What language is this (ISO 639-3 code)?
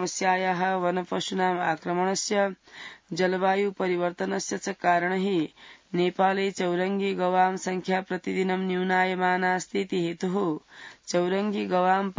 san